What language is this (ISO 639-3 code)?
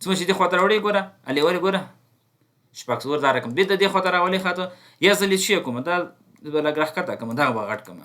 pus